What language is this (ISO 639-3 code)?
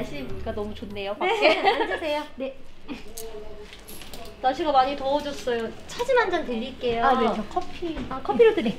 kor